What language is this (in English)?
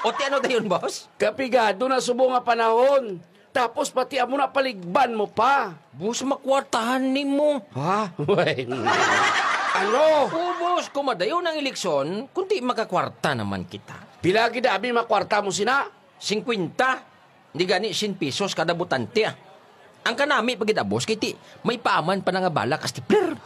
Hiligaynon